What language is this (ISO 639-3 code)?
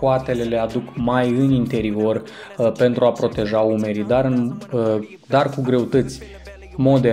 ron